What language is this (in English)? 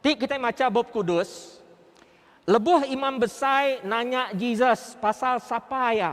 Iban